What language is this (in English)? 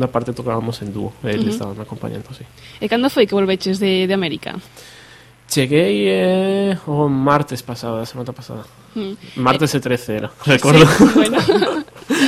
Galician